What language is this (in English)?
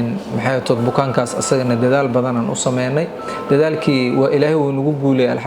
Somali